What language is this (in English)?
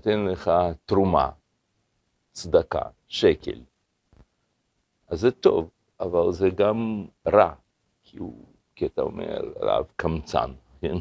Hebrew